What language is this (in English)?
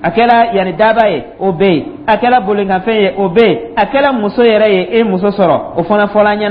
Dyula